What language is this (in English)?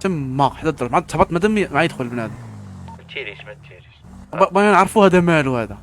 Moroccan Arabic